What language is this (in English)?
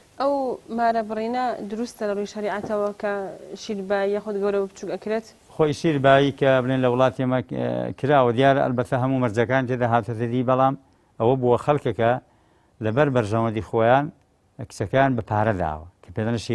Central Kurdish